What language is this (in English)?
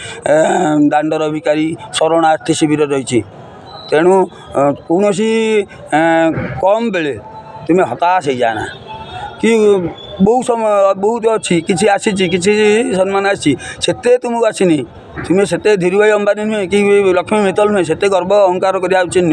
Odia